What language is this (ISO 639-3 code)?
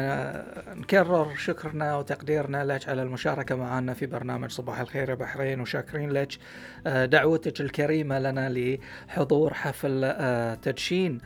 afb